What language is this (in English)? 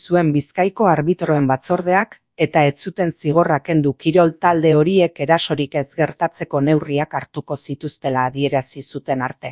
Basque